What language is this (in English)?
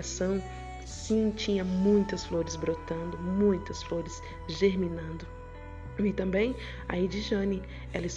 Portuguese